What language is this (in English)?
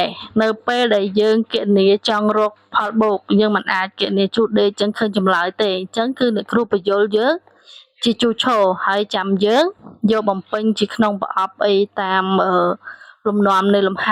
Khmer